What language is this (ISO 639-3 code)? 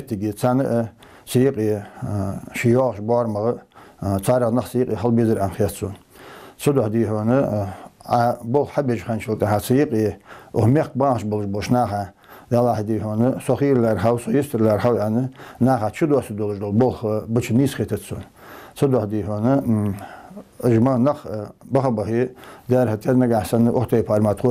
inh